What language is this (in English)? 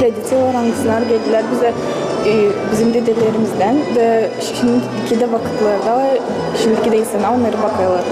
Gagauz